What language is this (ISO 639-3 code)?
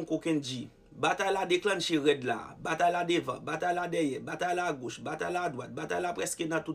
hat